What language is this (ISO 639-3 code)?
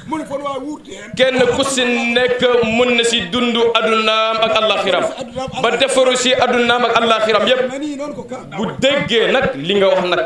ful